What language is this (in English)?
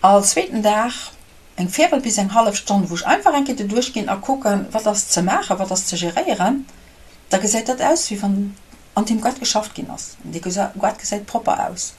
Luxembourgish